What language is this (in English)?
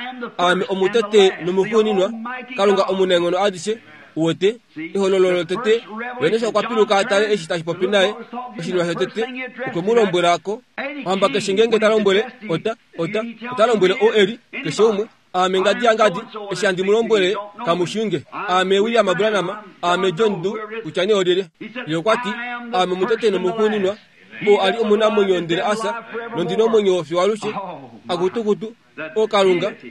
Kuanyama